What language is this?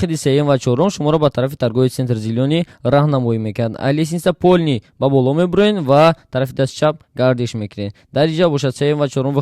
Tajik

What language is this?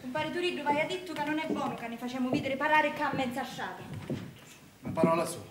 Sicilian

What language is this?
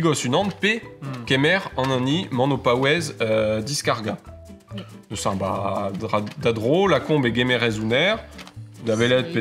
Breton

